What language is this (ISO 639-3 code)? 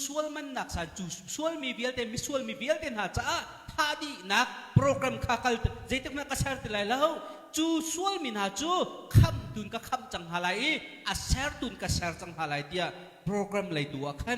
cnh